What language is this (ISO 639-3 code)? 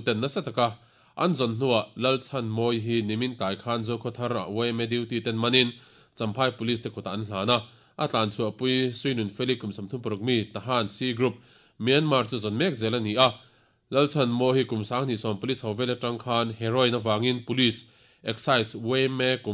lus